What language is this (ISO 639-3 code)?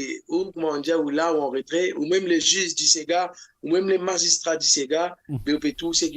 mfe